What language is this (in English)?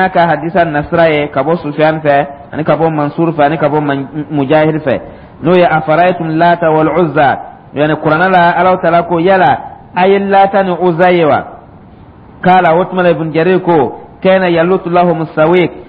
Dyula